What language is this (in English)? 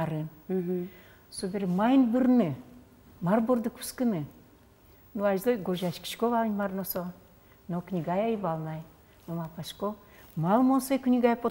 Udmurt